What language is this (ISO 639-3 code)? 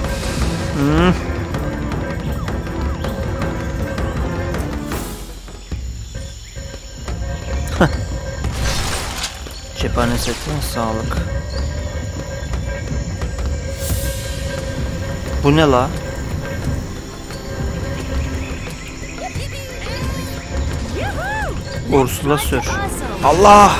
tur